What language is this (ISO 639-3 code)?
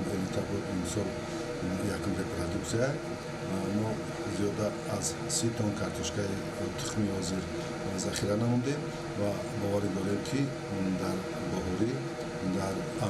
tgk